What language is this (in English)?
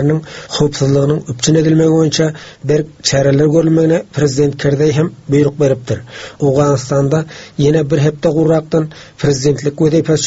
Turkmen